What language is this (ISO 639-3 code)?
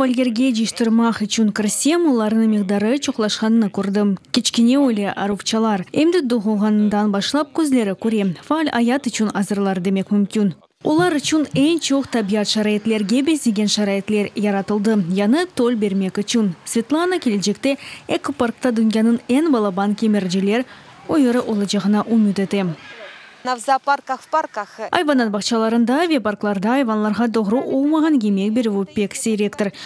crh